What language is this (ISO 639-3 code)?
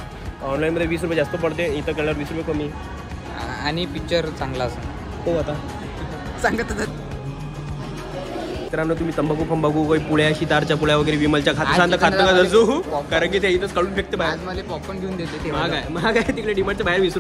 mar